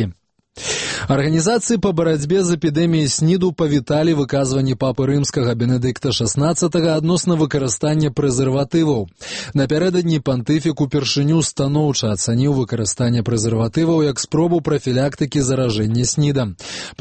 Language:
Belarusian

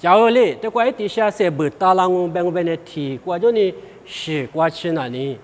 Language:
Lisu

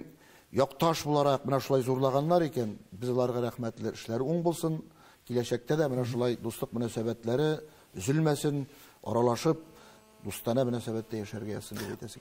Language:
Tatar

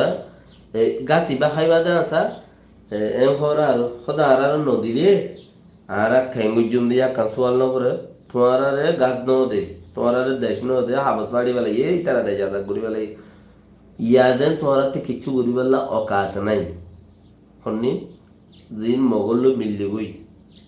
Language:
Rohingya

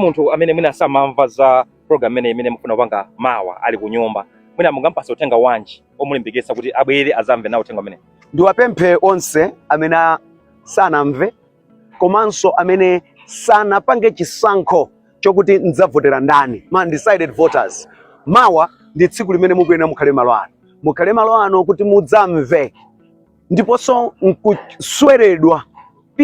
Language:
Nyanja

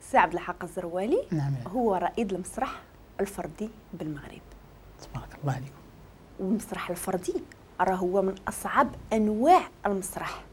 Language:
Moroccan Arabic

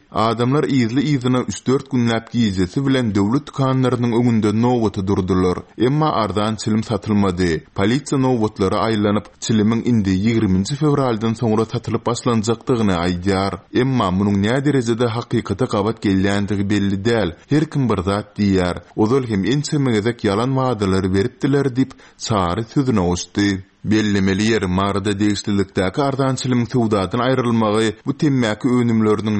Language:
Turkmen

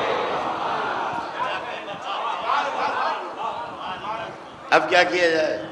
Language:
Urdu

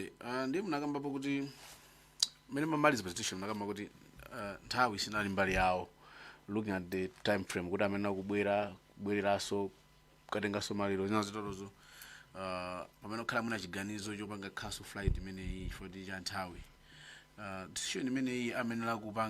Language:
Nyanja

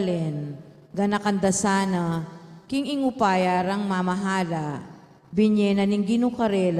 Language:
Pampanga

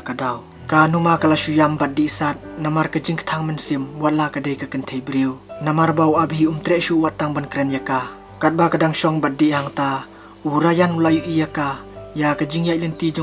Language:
Khasi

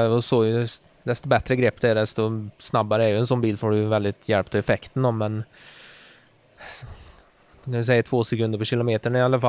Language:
Swedish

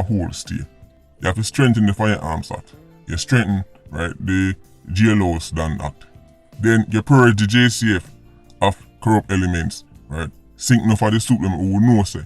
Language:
Jamaican Creole English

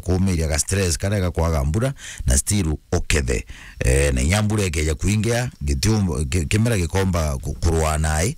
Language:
Meru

